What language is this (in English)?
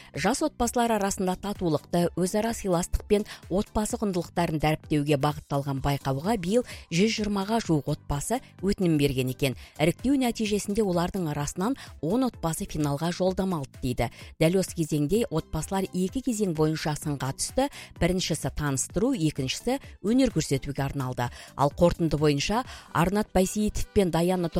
Kazakh